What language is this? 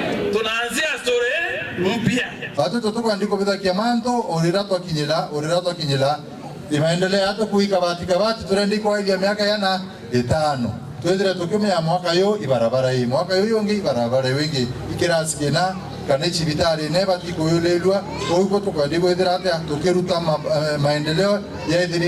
Meru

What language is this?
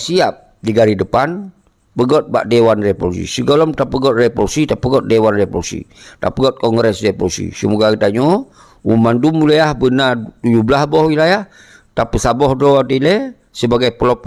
Achinese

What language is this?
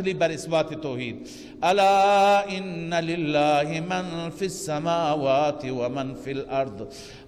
Persian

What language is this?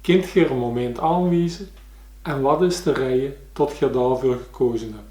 Limburgish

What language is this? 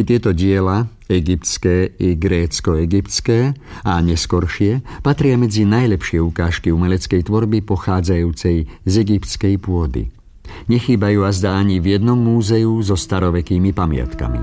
Slovak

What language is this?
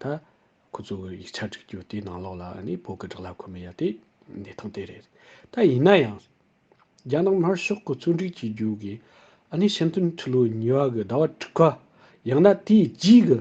Tibetan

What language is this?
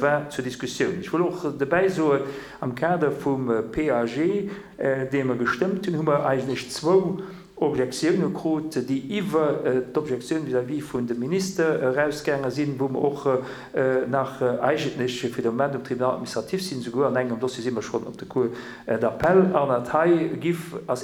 Luxembourgish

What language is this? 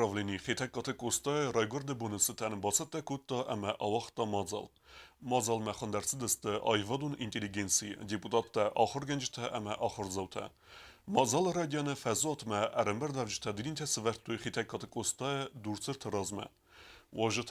Ossetic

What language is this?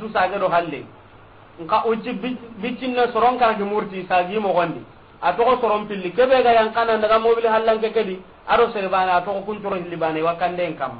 Soninke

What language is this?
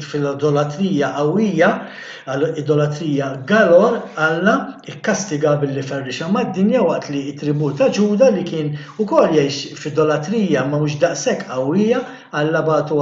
Maltese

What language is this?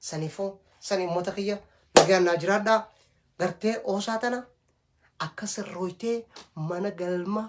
Oromo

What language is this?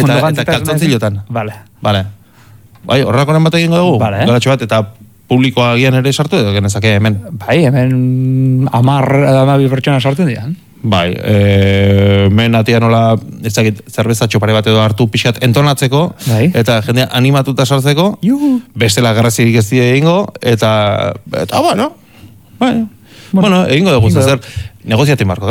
Basque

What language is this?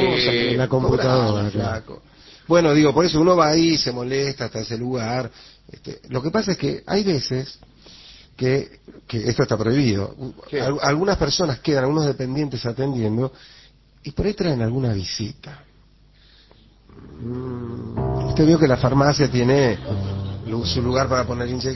Spanish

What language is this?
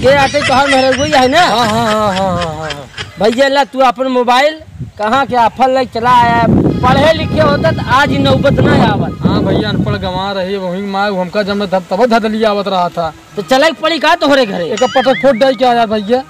Awadhi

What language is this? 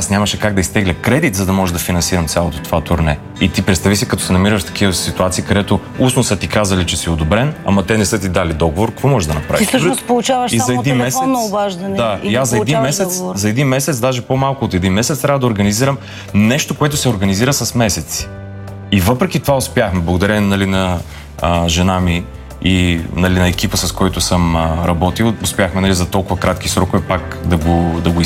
Bulgarian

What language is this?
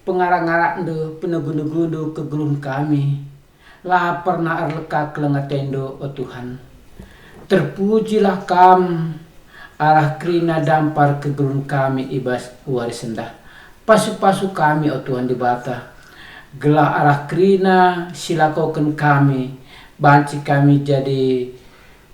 Batak Karo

